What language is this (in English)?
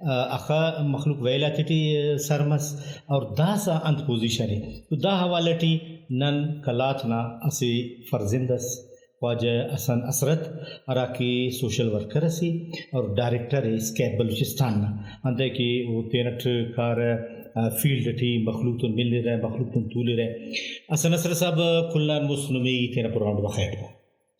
Brahui